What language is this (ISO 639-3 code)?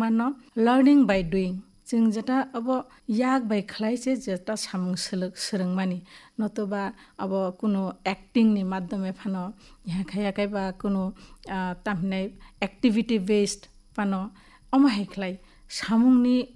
trp